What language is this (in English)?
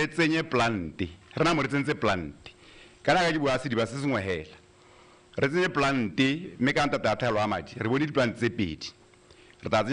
Tswana